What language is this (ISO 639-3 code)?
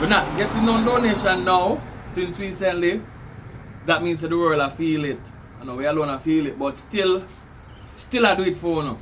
jam